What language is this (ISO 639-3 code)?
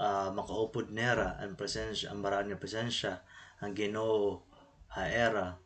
war